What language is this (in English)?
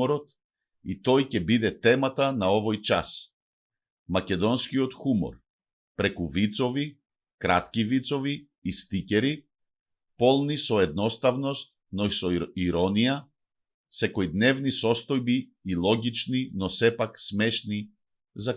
Macedonian